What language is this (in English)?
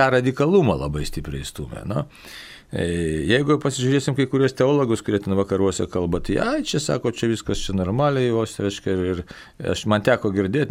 Lithuanian